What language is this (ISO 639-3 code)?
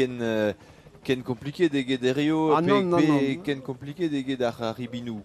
bre